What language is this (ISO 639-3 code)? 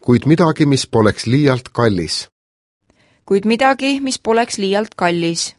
est